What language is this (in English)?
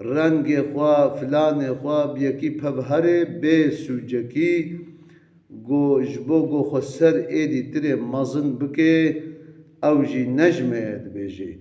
Kurdish